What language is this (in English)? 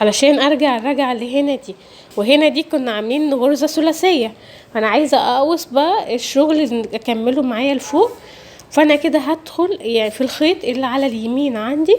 Egyptian Arabic